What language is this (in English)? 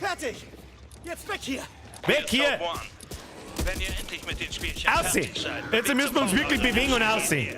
Bavarian